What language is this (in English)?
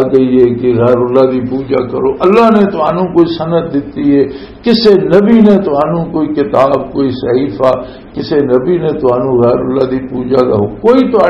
Western Panjabi